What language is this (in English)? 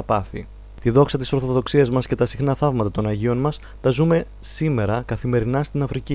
Greek